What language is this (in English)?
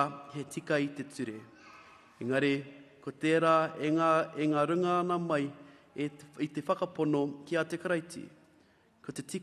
Māori